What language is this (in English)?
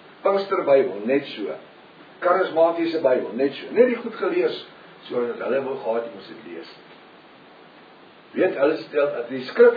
Afrikaans